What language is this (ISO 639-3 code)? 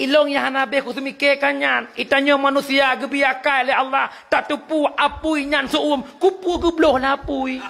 ace